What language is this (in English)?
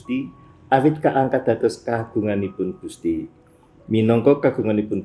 Javanese